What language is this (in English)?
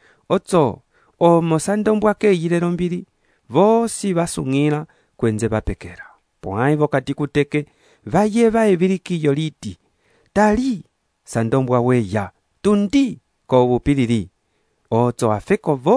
Umbundu